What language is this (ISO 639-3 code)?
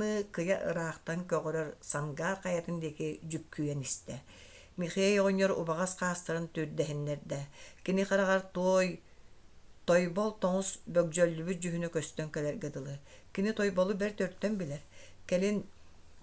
sah